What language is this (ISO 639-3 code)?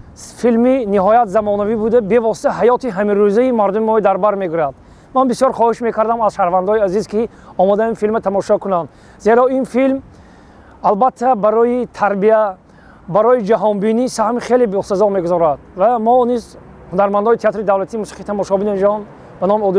tgk